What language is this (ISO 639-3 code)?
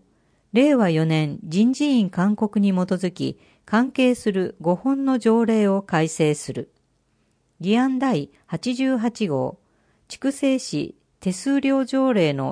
jpn